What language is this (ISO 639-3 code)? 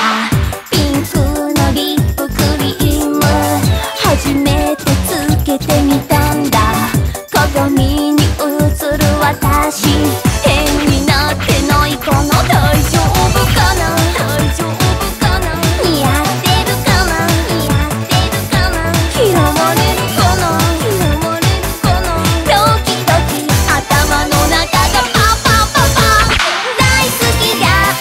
jpn